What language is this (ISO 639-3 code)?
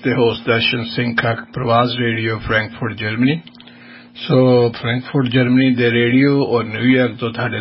pan